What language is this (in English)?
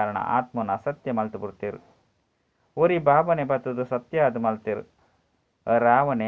Tulu